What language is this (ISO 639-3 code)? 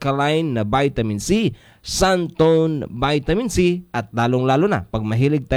fil